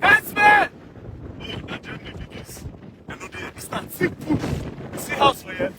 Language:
Nigerian Pidgin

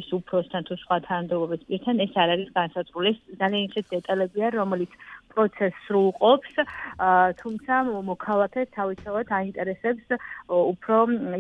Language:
Georgian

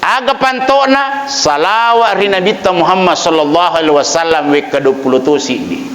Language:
Buginese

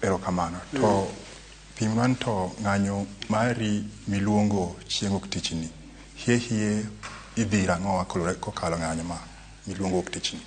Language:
Luo (Kenya and Tanzania)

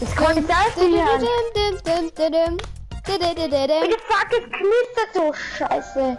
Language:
Bavarian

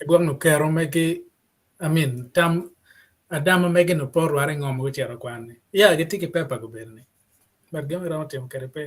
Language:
Acoli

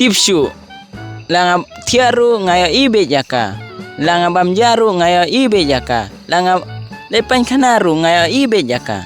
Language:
Khasi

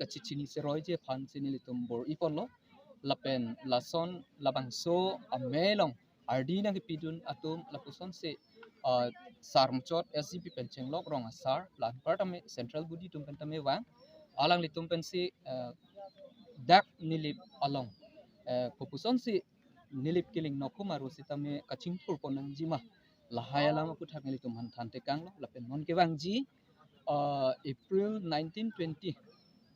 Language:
Karbi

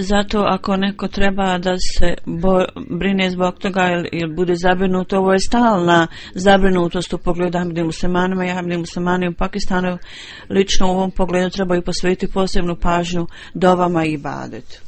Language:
Bosnian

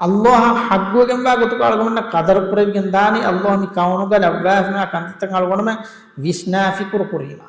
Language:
Divehi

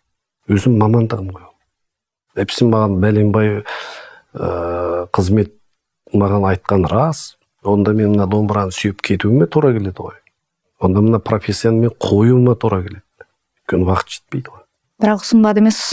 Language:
Kazakh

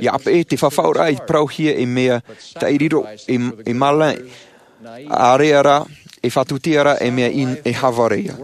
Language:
Tahitian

